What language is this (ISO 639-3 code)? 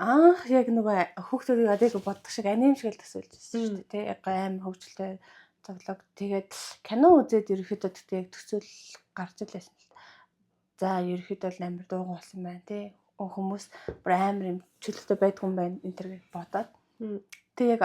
mon